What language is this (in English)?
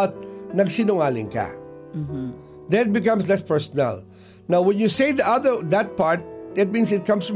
Filipino